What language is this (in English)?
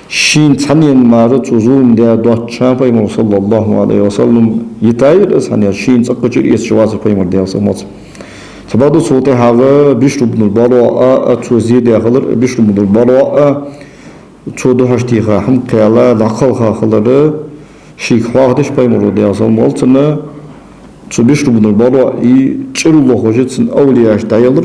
Ingush